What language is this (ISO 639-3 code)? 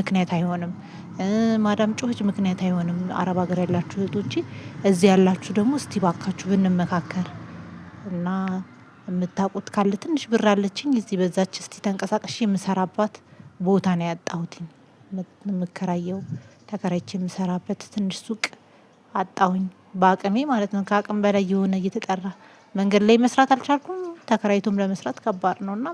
amh